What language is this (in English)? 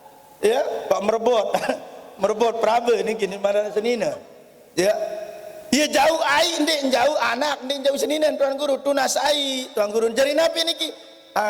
Sasak